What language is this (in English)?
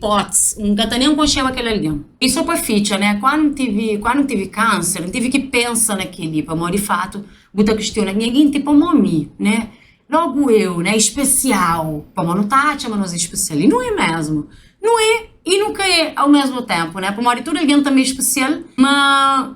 Kabuverdianu